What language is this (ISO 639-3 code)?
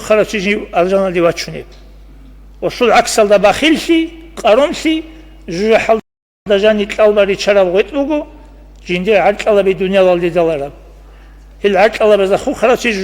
ava